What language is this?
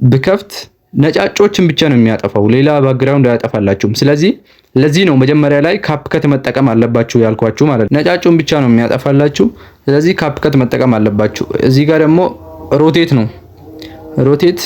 Amharic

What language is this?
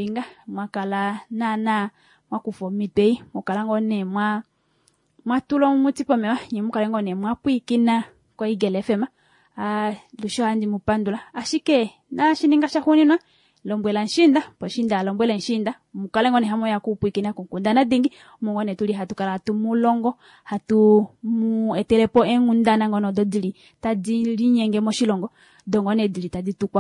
Kuanyama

